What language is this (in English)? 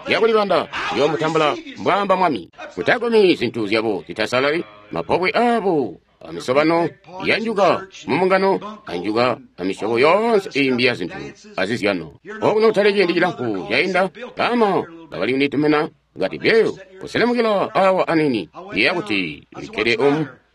Tonga (Zambia)